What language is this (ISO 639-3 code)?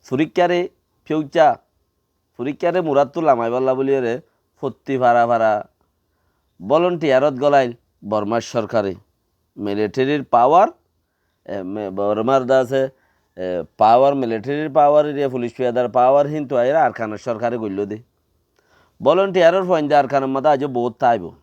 rhg